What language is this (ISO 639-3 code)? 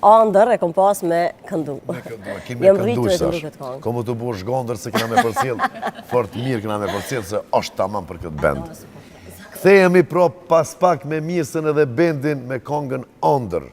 sqi